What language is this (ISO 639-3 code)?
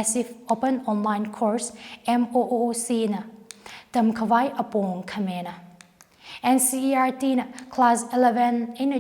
nmf